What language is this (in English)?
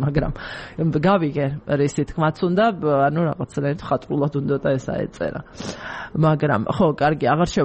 Georgian